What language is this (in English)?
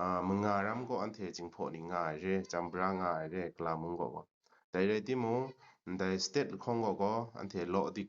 Kachin